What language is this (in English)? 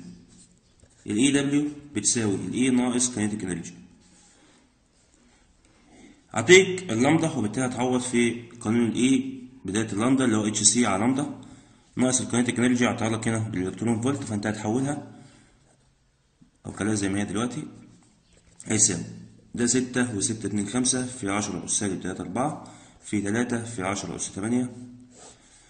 Egyptian Arabic